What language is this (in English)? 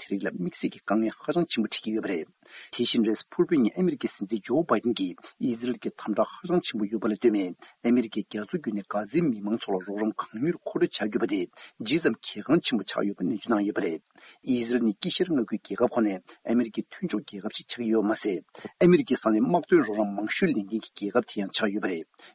Tibetan